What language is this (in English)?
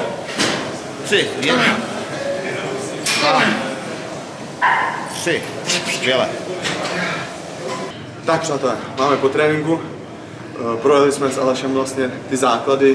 Czech